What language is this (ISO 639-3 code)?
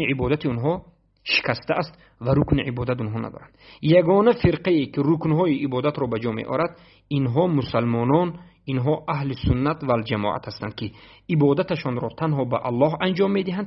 tgk